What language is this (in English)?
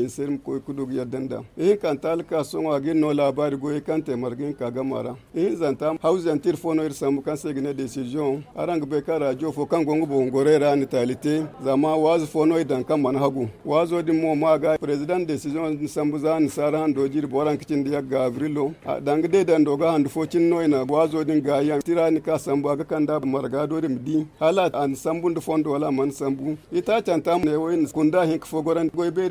Zarma